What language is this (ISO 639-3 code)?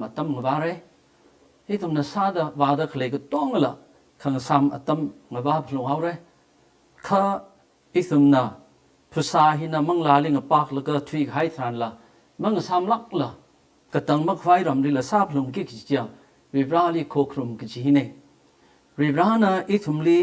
nmf